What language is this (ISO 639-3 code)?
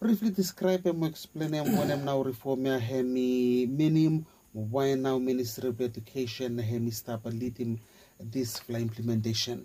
bis